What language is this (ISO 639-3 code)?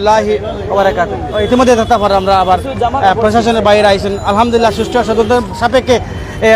syl